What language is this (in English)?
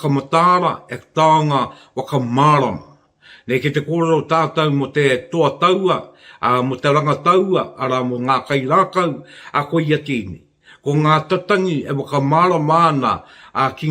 Māori